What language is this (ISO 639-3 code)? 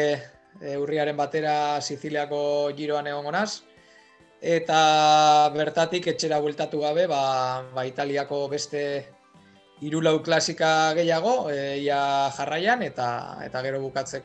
eus